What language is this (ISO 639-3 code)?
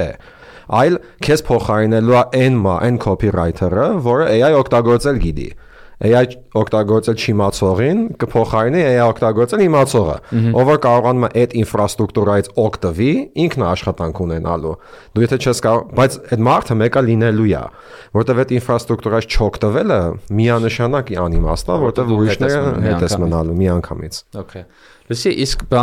hye